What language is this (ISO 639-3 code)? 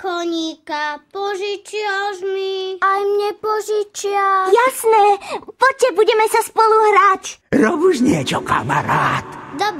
slk